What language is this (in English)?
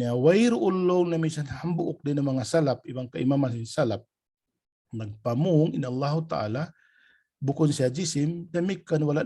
Tausug